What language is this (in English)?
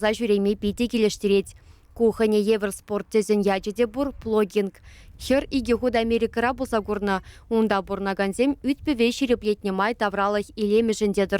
Chuvash